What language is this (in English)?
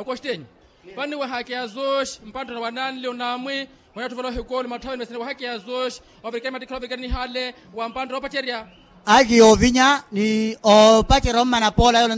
Makhuwa